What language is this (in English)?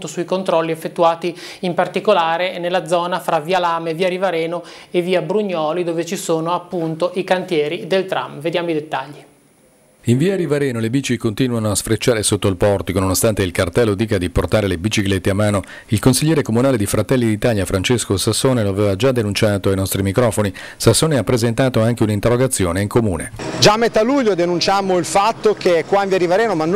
Italian